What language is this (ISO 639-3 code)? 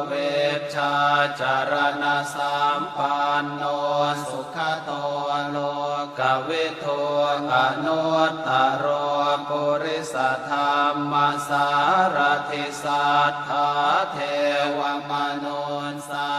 pli